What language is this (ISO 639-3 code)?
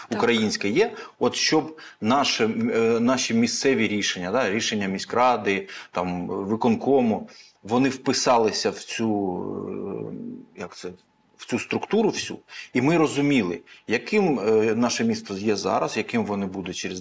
ukr